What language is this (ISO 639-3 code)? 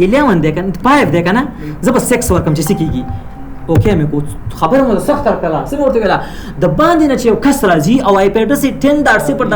pus